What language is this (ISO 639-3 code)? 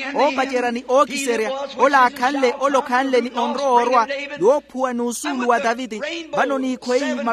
vmw